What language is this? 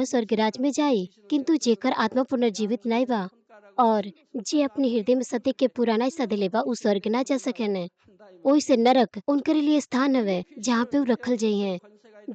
Bhojpuri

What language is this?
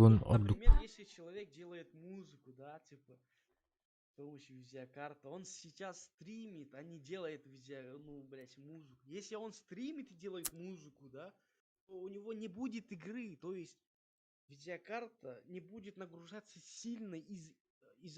Yakut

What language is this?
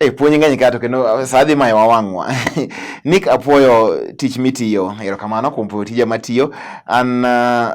Luo (Kenya and Tanzania)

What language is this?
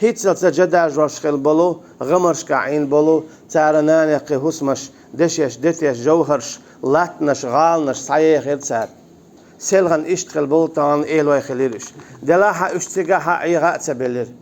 Chechen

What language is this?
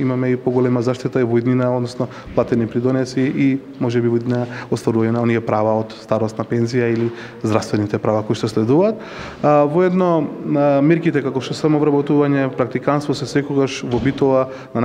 Macedonian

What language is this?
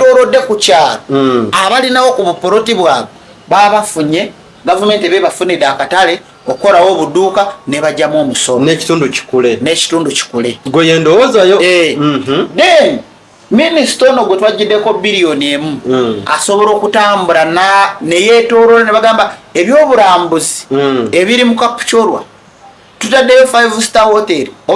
Ganda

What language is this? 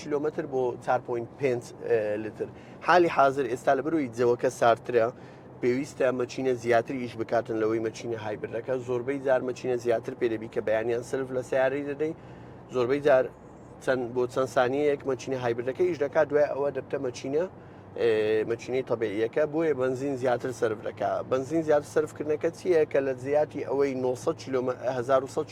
Central Kurdish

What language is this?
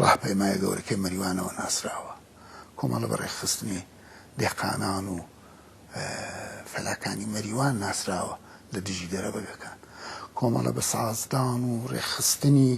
Central Kurdish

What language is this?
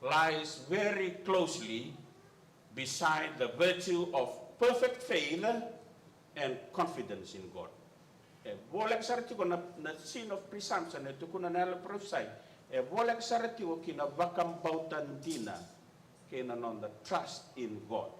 Fijian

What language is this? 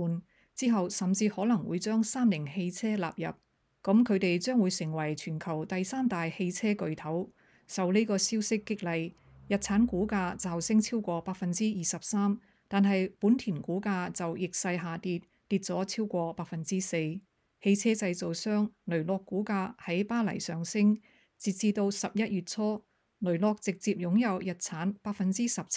Cantonese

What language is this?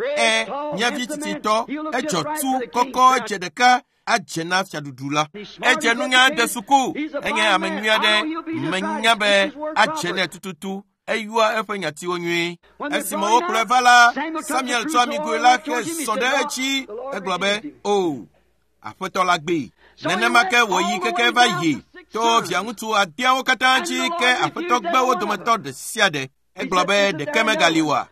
Ewe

